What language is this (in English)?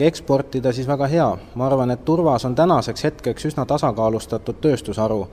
Estonian